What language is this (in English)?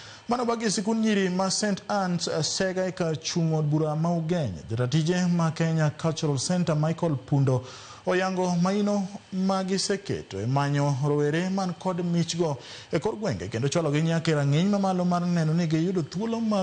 Luo (Kenya and Tanzania)